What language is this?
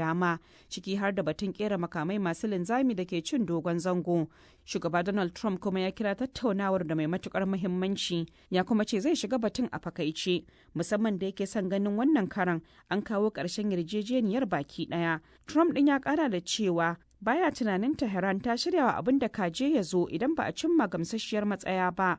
Hausa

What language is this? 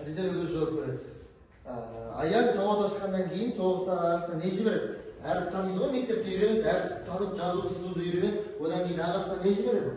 Kazakh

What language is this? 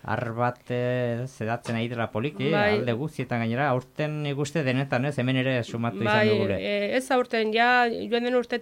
Basque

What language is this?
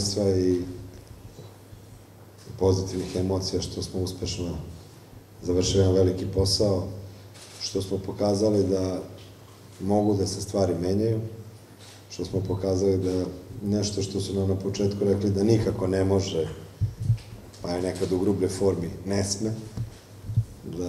Serbian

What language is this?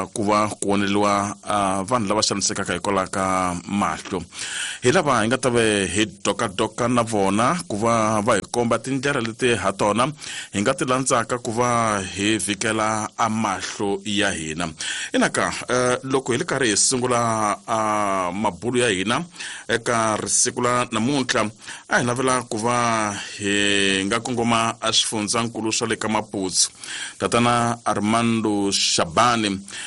Tsonga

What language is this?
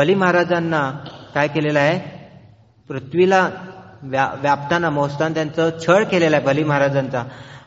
Marathi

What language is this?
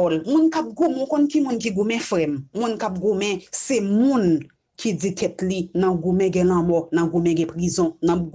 Haitian Creole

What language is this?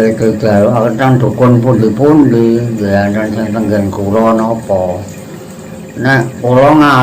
Javanese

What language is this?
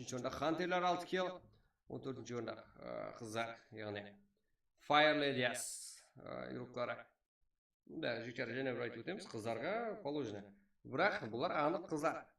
Kara-Kalpak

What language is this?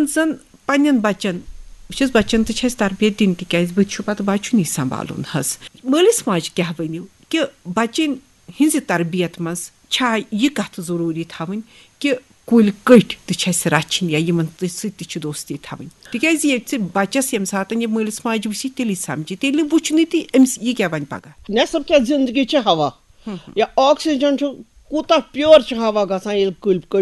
Kashmiri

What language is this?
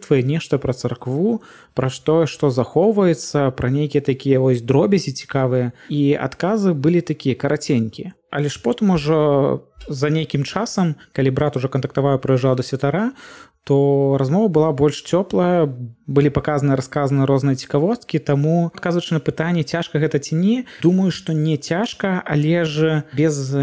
Belarusian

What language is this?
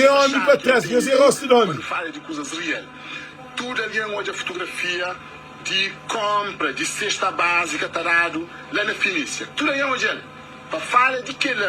Kabuverdianu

